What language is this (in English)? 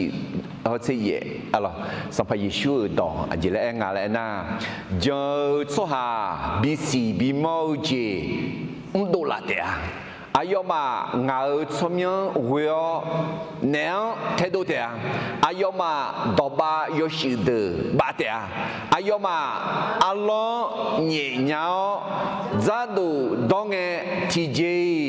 Akha